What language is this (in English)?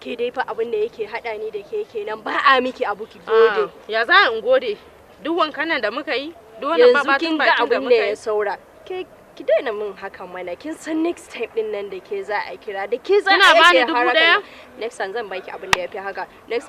Hausa